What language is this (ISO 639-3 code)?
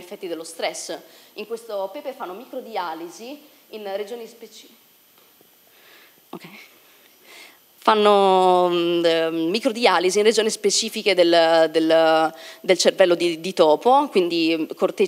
ita